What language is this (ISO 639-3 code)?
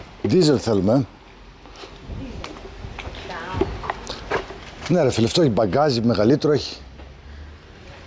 ell